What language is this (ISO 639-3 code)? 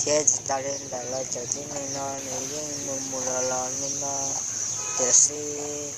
hmn